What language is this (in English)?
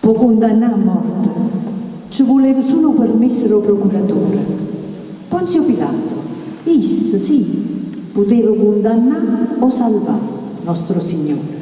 Neapolitan